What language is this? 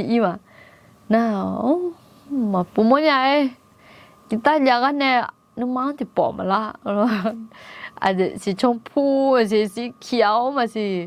Akha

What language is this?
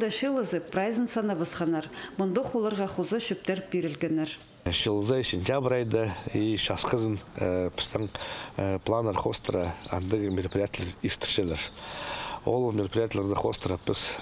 Khakas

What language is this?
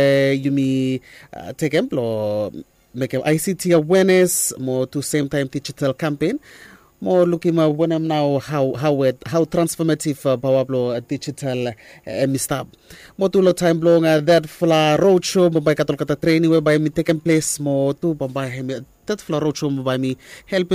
Bislama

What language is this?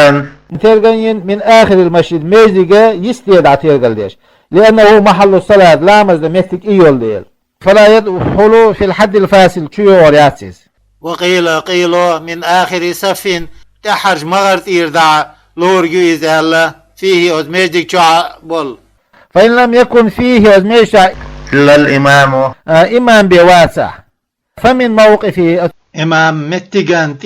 Chechen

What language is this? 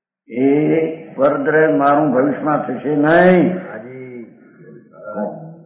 Gujarati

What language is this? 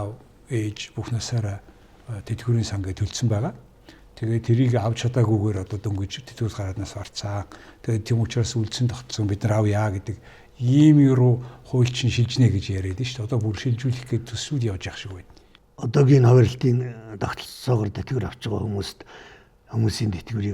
Mongolian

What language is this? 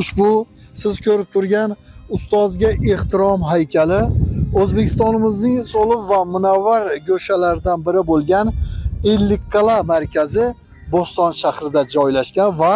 Uzbek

